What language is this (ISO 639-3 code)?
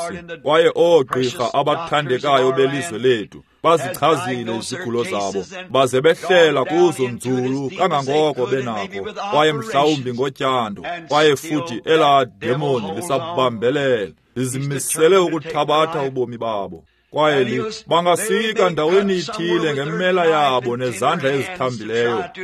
xho